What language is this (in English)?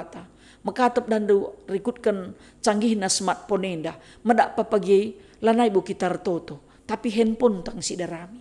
Batak Karo